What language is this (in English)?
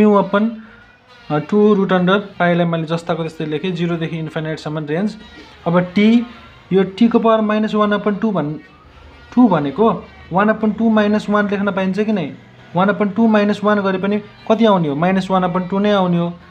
Nepali